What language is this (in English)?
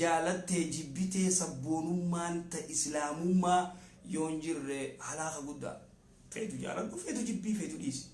Oromo